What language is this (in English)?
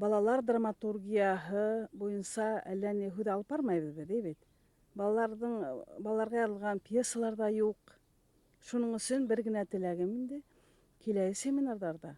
Bashkir